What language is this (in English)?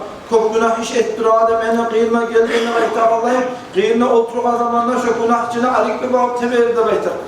Kumyk